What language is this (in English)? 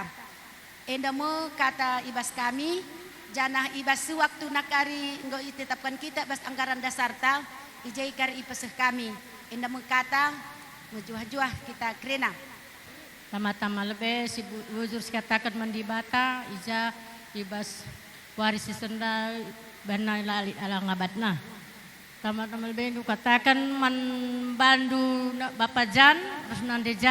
Batak Karo